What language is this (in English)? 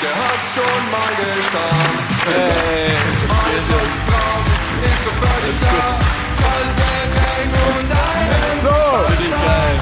Swiss German